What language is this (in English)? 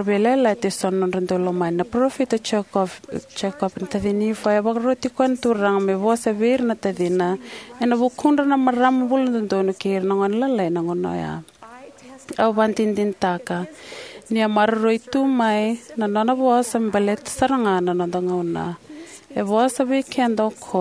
Fijian